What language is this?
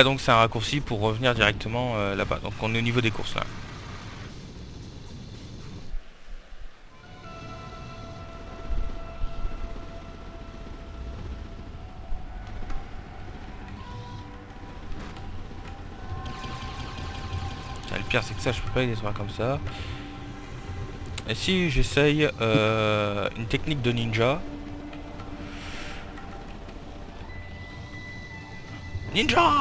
French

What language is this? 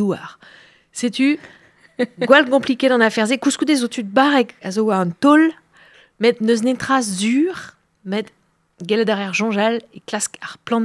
Breton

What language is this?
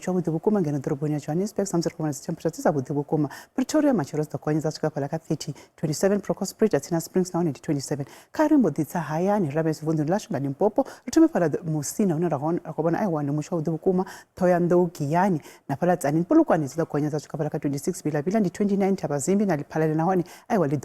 Venda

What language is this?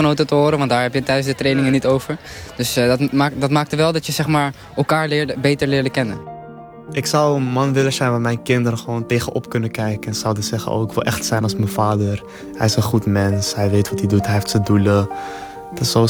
Dutch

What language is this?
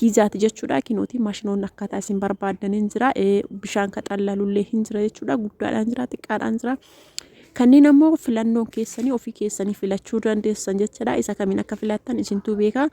Oromo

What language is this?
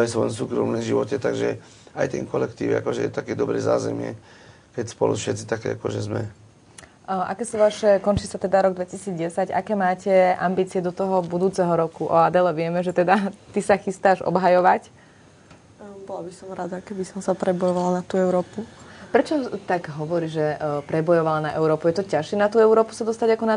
Slovak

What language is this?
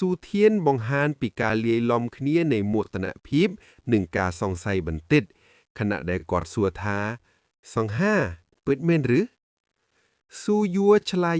Khmer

